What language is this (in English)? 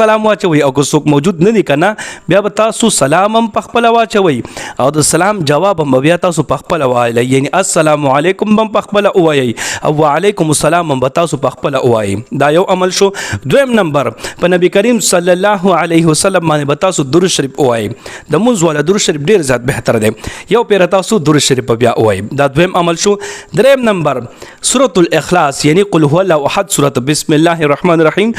Pashto